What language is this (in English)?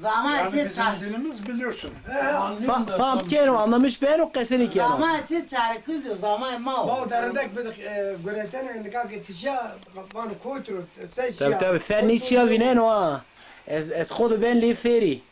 Zaza